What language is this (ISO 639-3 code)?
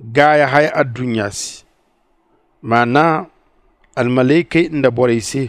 dje